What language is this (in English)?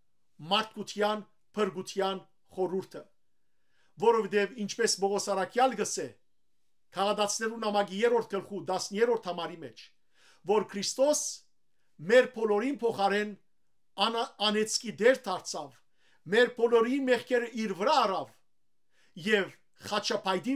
Western Armenian